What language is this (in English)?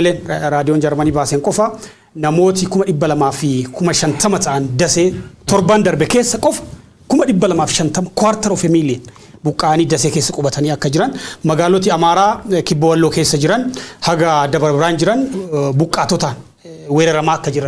Oromo